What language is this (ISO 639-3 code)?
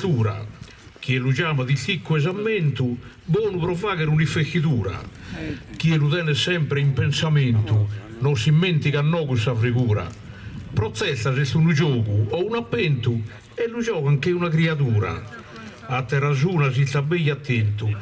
srd